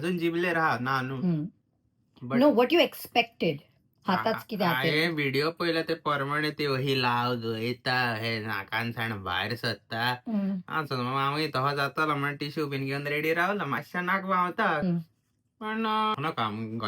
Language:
Konkani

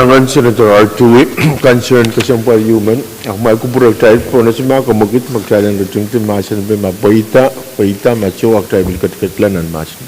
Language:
Pohnpeian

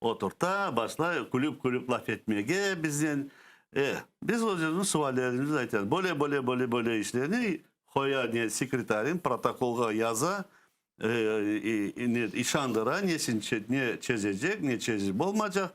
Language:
Crimean Tatar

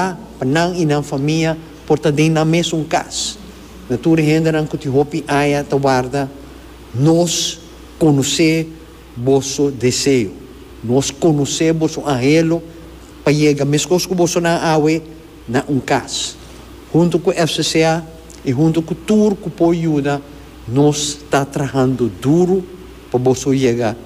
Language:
Papiamento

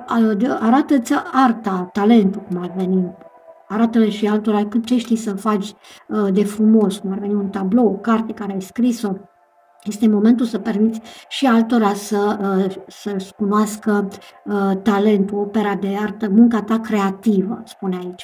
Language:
Romanian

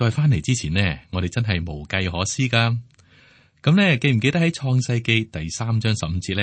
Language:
Cantonese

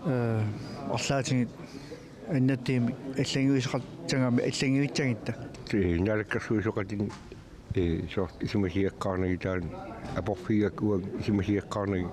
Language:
Kalaallisut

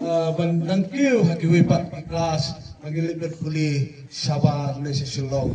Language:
Khasi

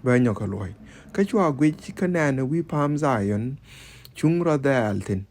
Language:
Nuer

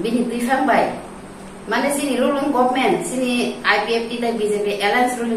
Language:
Kok Borok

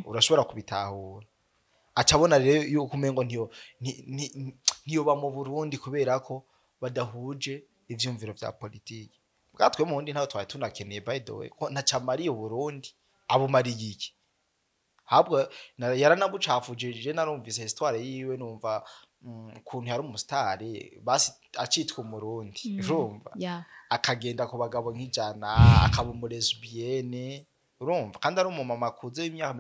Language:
Rundi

